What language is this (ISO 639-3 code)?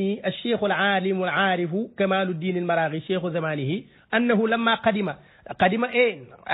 wol